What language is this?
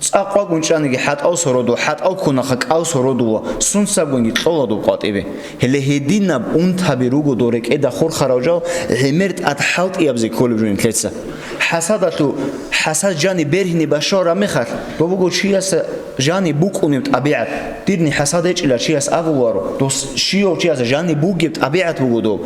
Avaric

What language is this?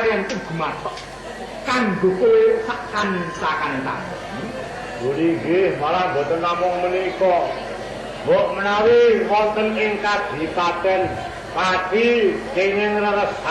Javanese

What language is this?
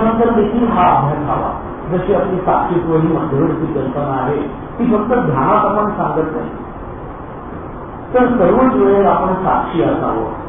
Marathi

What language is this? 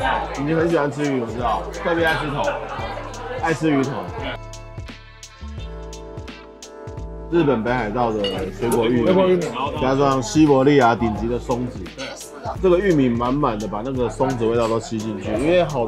Chinese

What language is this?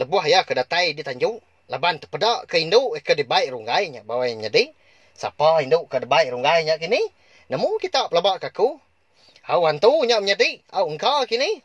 Iban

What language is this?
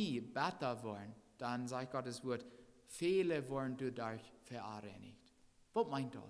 Plautdietsch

